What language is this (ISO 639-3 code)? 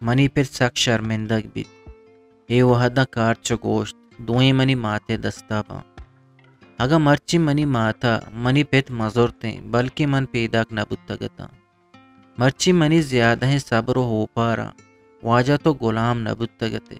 bgp